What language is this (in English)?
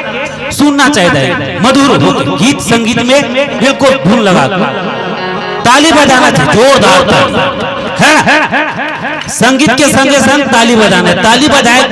Chhattisgarhi